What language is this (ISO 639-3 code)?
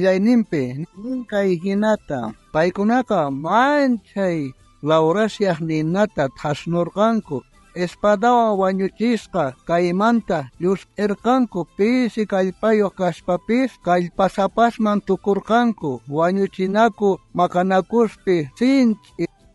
quh